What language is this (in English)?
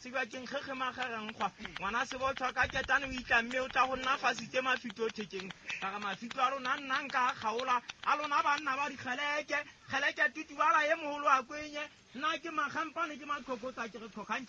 Southern Sotho